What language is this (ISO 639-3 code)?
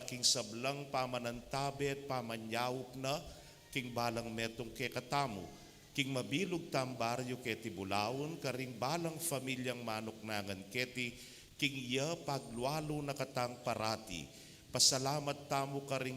pam